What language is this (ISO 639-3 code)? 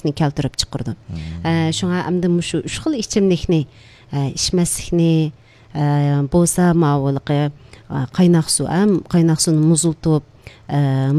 uig